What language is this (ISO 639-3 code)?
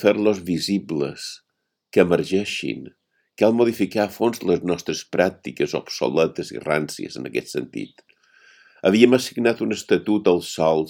cat